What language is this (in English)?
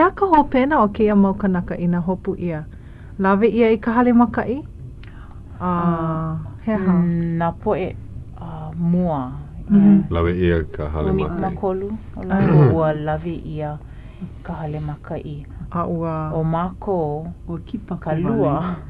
Hawaiian